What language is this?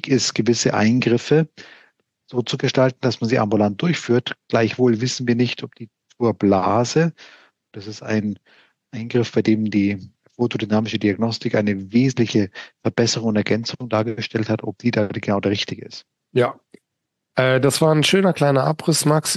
German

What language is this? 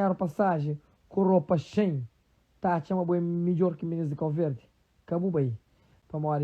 Kabuverdianu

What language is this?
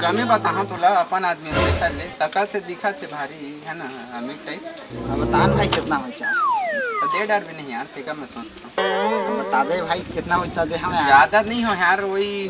Chhattisgarhi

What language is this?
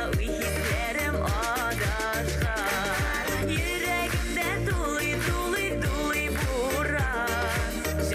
Bashkir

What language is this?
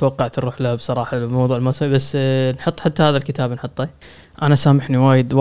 Gulf Arabic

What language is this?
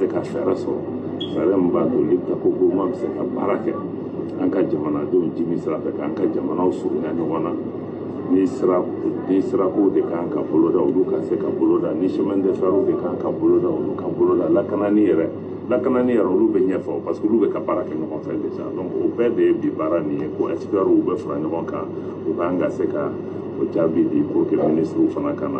Bambara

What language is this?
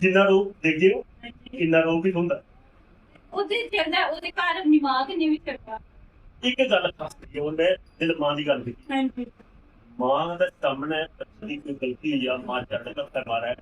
Dogri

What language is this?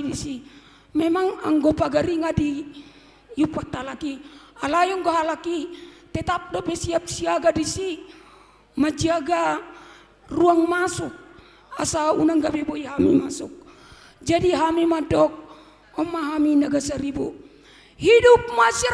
Batak Toba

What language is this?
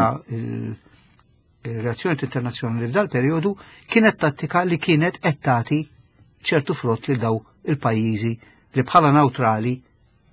Maltese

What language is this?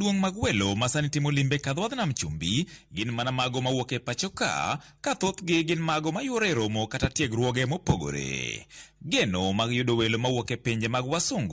Luo (Kenya and Tanzania)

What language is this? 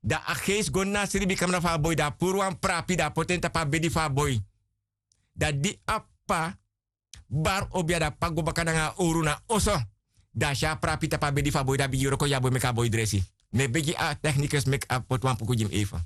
Sranan Tongo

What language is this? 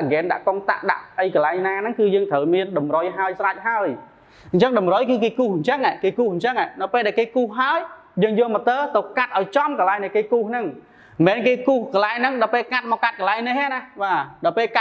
Khmer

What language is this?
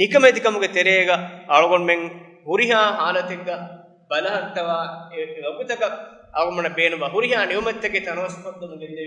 Divehi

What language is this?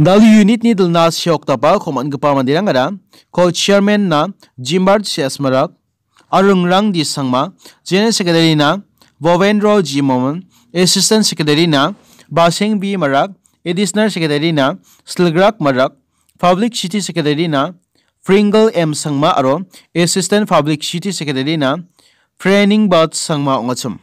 Garo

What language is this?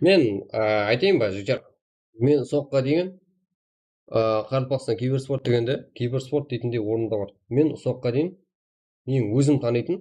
Kara-Kalpak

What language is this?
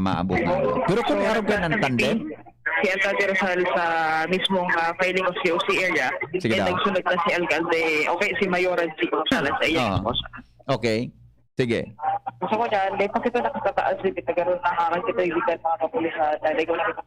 Bikol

